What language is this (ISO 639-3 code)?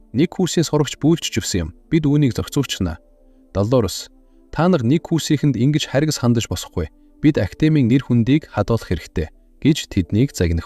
mon